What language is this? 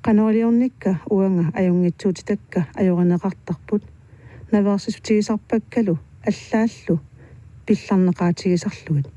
Kalaallisut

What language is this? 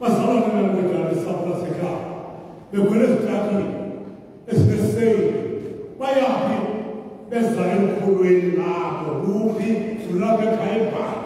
Xhosa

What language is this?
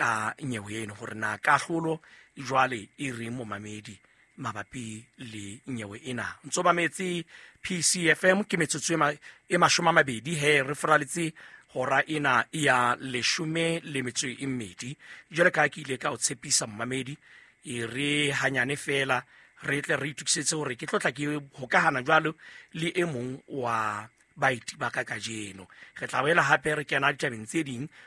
Southern Sotho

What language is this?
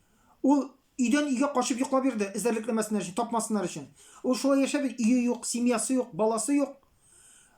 Tatar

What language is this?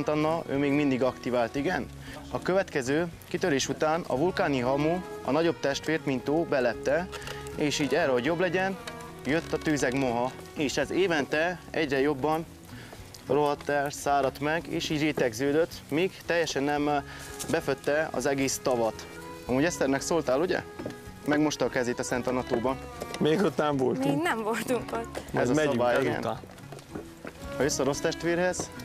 Hungarian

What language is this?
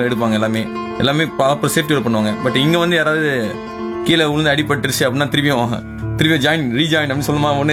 Tamil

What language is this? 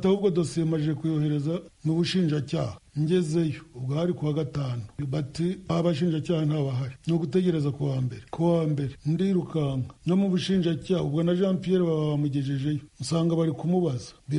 Kinyarwanda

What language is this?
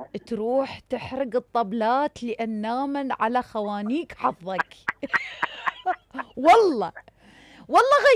Mesopotamian Arabic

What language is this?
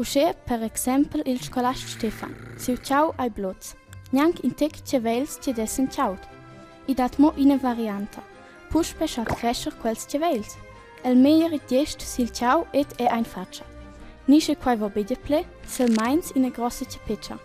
Romansh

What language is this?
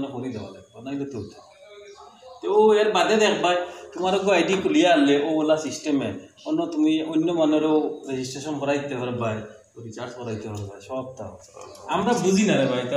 Sylheti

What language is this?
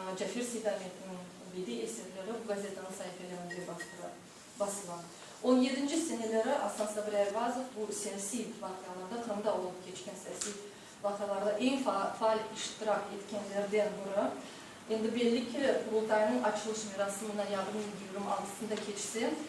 Crimean Tatar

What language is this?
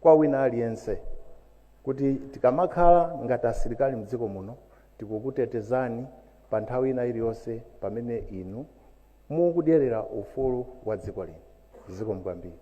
Nyanja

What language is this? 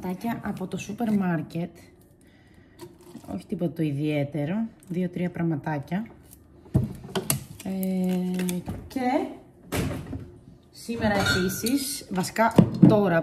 Greek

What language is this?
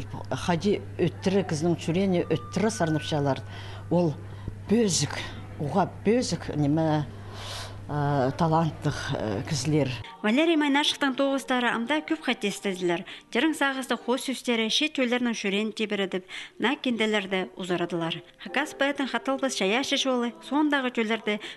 Khakas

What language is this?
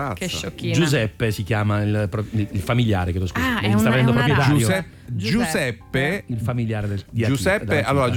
Italian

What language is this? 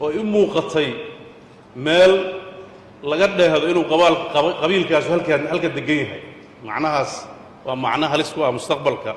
Somali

